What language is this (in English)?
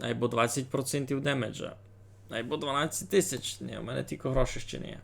Rusyn